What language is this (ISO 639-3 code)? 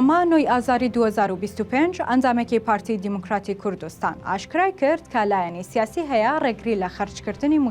ckb